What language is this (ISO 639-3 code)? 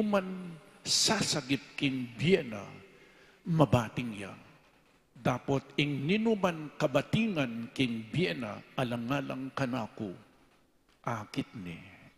pam